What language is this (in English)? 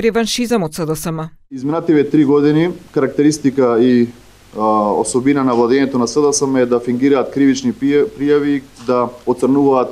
Macedonian